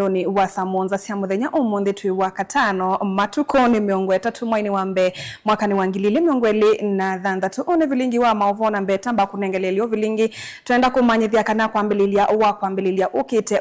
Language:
Kamba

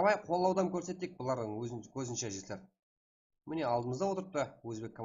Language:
Kara-Kalpak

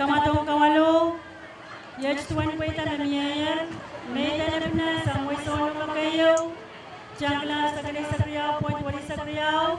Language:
Pohnpeian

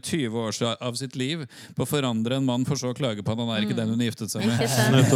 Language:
Norwegian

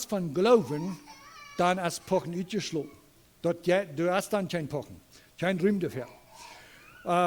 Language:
Plautdietsch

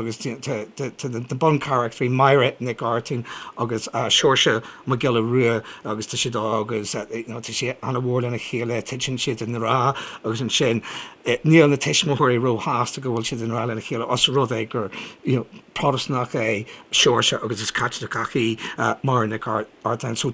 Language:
Irish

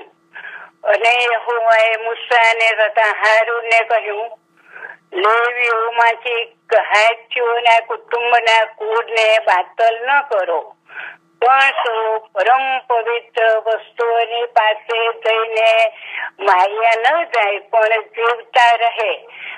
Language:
Gujarati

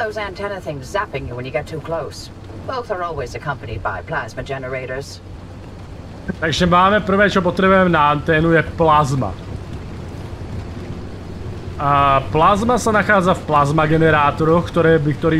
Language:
Slovak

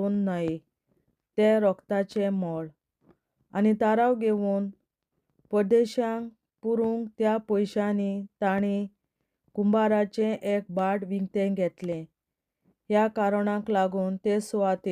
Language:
Konkani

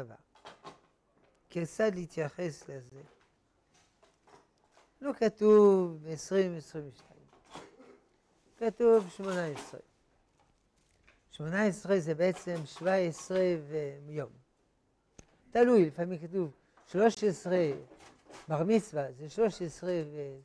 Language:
Hebrew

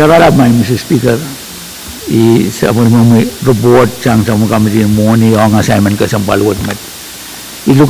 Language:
Pohnpeian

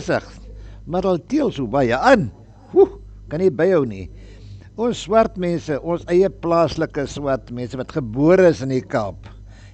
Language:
Afrikaans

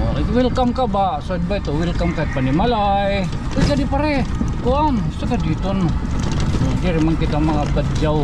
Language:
Waray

